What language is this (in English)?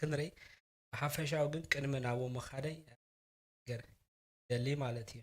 Tigrinya